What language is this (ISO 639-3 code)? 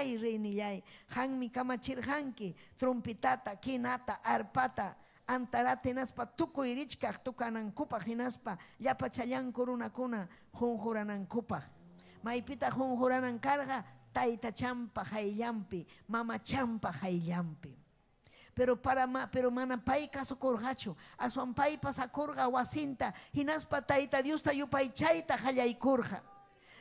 quy